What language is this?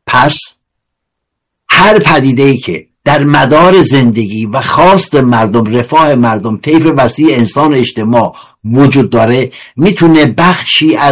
Persian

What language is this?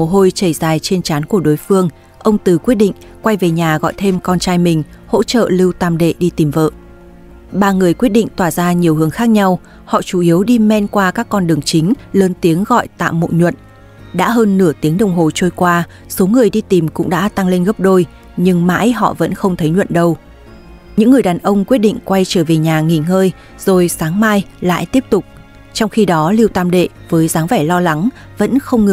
Vietnamese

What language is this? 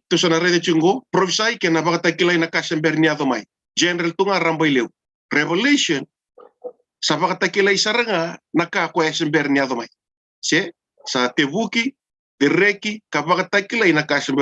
Fijian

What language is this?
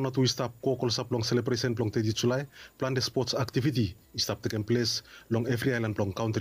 Bislama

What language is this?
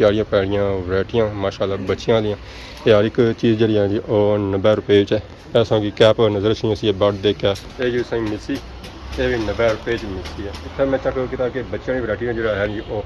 Pahari-Potwari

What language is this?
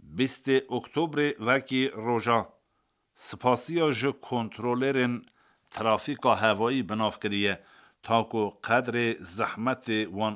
Kurdish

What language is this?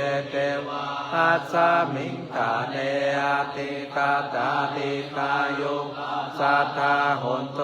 Pali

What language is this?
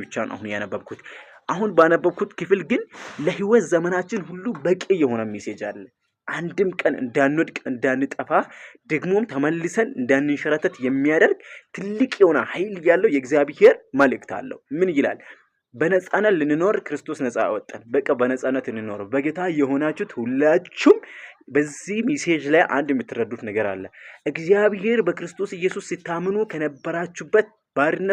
Amharic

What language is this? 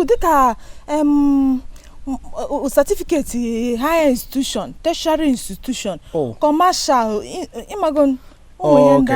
Igbo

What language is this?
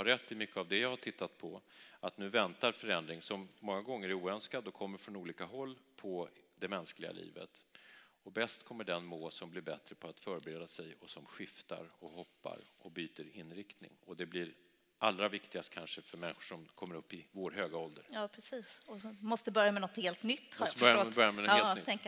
Swedish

